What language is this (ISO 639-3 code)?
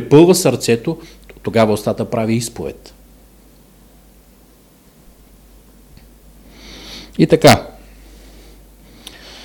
bul